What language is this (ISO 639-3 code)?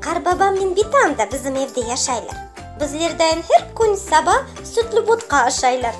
crh